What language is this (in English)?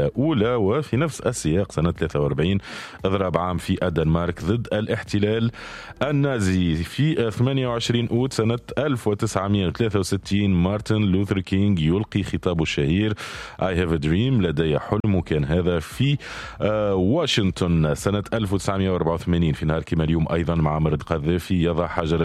Tunisian Arabic